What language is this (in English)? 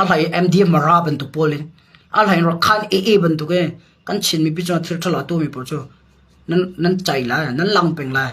Hakha Chin